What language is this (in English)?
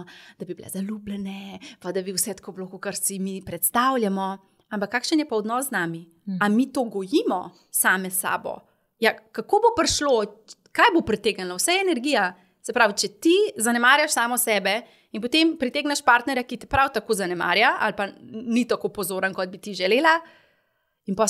Slovenian